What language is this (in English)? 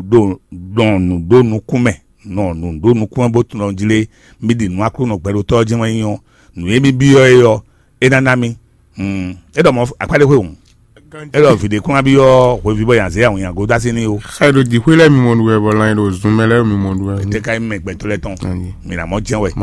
Fon